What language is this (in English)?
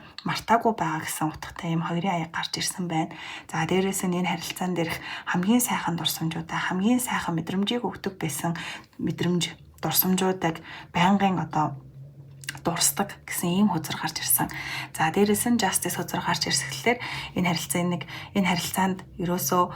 Mongolian